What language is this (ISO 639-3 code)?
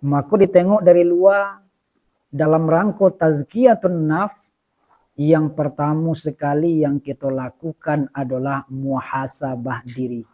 min